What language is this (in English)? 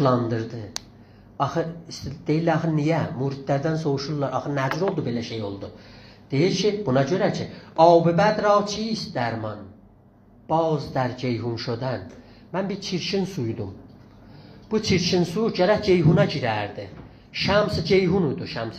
South Azerbaijani